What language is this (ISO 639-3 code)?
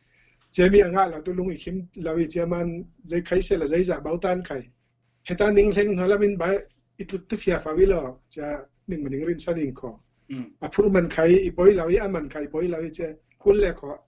cfm